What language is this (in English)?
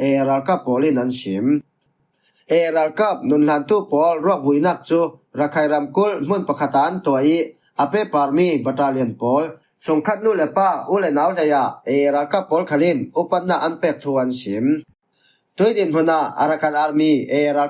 Falam Chin